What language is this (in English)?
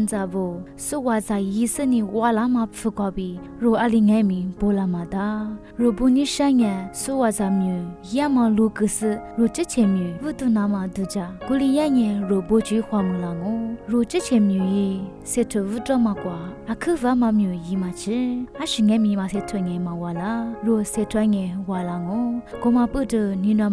Lisu